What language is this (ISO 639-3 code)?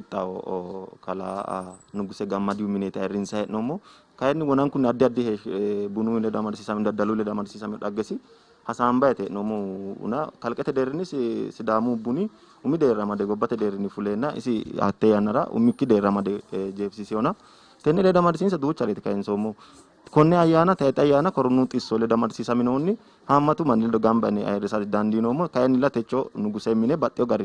sid